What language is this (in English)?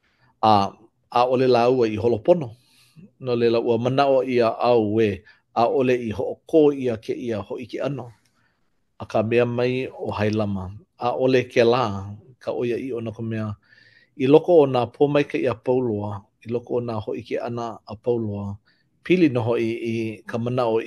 Hawaiian